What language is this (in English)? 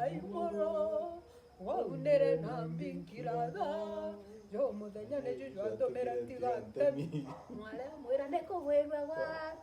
Meru